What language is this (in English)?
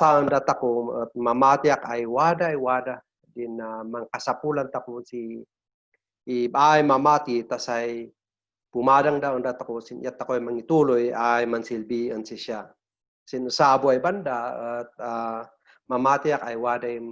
Kankanaey